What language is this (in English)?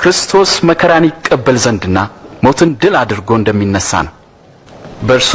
Amharic